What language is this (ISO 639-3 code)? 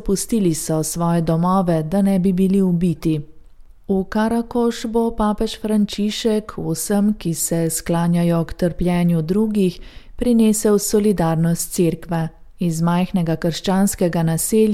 slv